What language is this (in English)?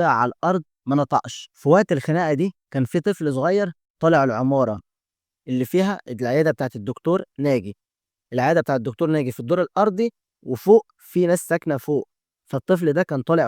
Egyptian Arabic